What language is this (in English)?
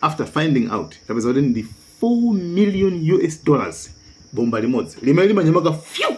Nyanja